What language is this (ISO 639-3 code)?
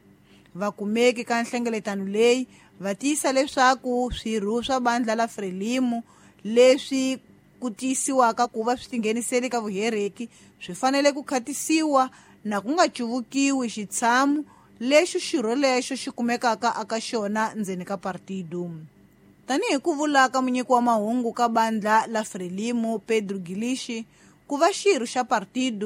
tso